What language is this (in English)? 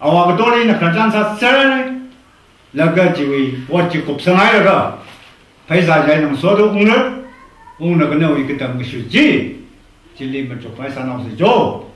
Tangkhul Naga (India)